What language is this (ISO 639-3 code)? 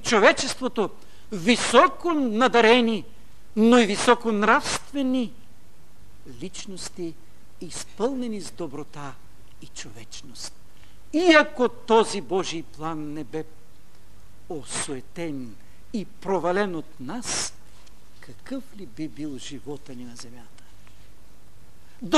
bul